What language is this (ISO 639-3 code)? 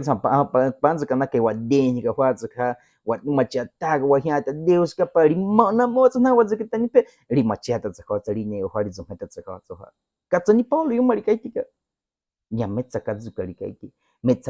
bwi